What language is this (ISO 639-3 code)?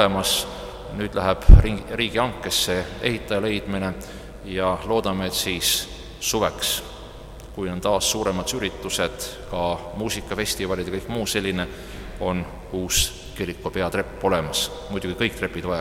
est